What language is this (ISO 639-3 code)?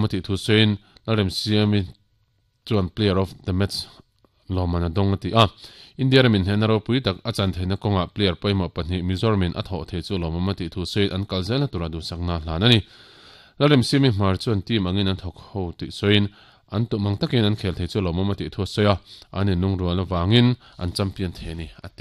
lus